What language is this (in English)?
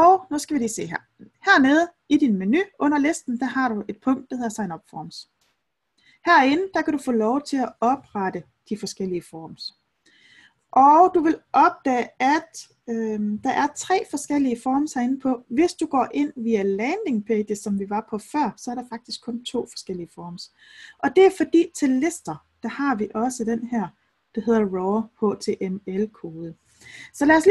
Danish